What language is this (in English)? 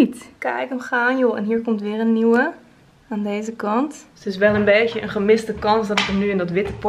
Dutch